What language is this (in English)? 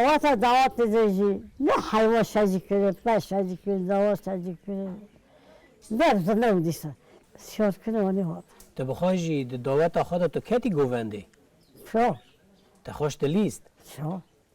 Kurdish